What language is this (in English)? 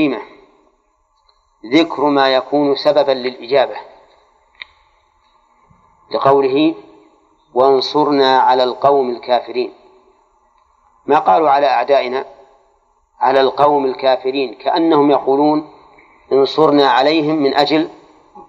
Arabic